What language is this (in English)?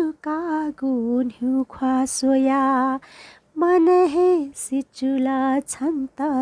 Newari